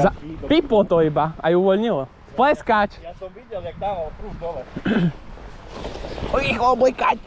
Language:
Slovak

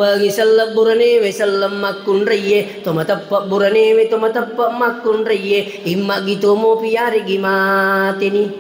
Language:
Buginese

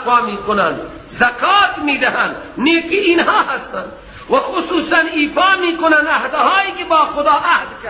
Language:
Persian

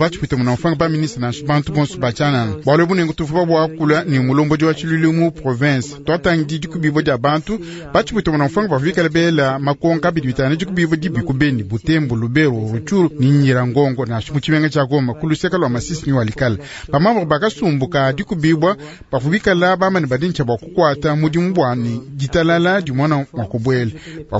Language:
Luba-Lulua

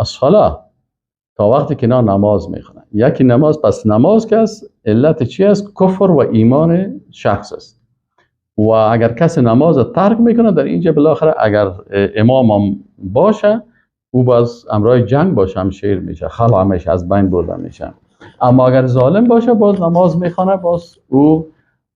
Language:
Persian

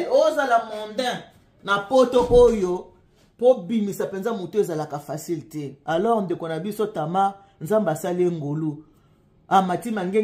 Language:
Lingala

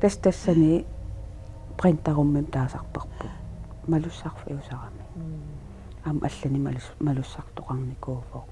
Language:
Kalaallisut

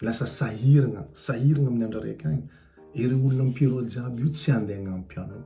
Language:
Malagasy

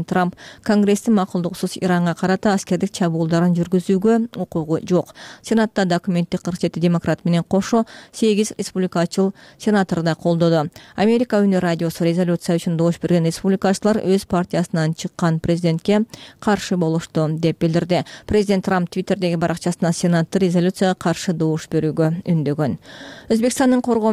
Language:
Kyrgyz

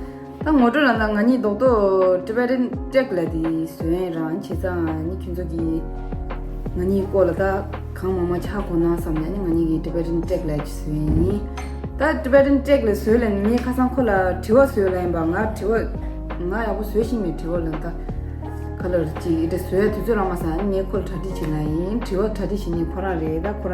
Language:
Tibetan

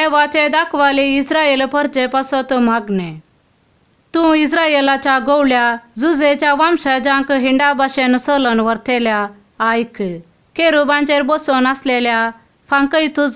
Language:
Konkani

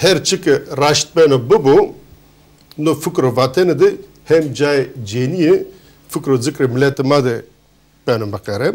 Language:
Zaza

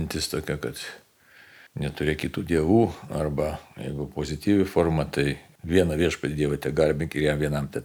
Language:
Lithuanian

